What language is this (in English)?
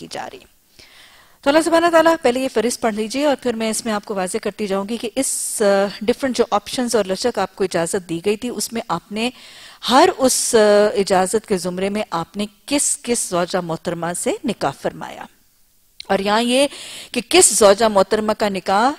Urdu